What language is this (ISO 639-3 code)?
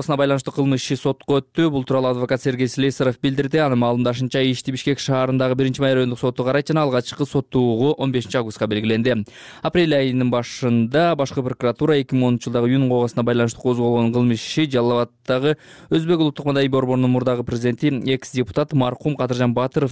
kir